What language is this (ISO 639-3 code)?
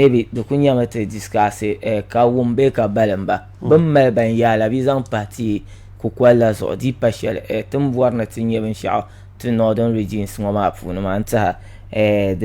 dag